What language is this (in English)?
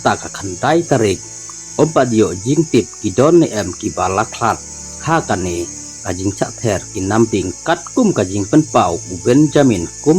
Khasi